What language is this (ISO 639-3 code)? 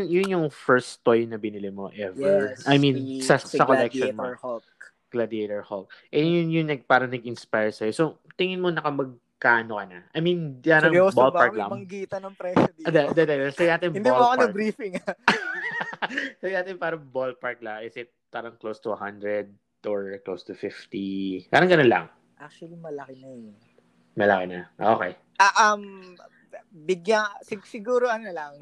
fil